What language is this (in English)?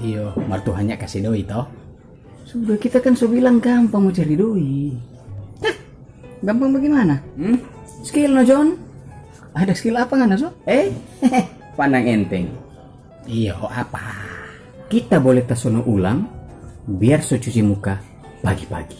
Manado Malay